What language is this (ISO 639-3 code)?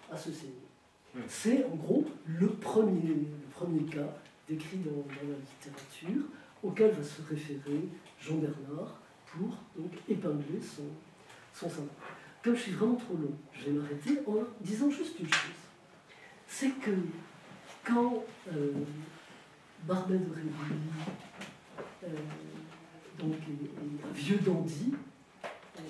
fra